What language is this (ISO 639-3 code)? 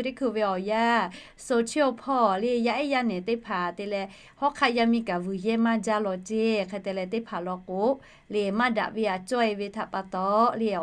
lhu